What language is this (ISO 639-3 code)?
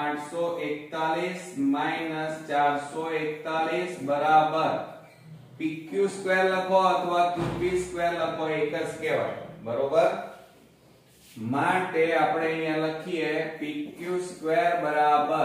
guj